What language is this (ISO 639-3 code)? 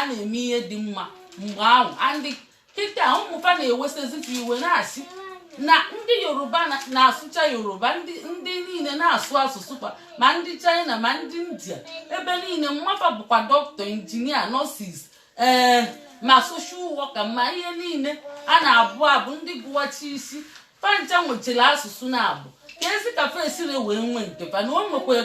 ibo